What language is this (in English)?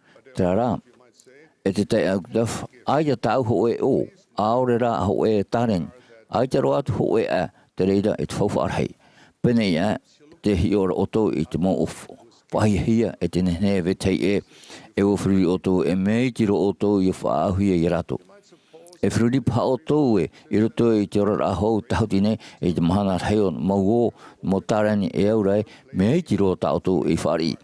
Tahitian